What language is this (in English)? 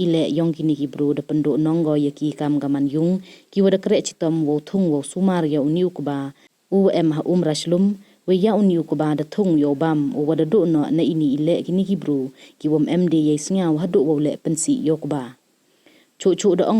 Pnar